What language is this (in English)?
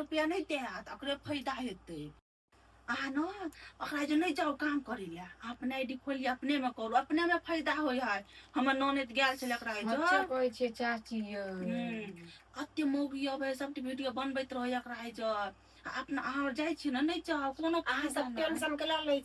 Maithili